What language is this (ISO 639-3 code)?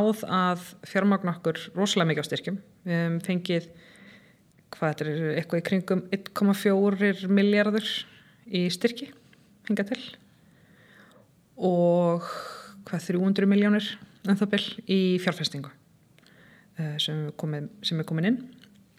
isl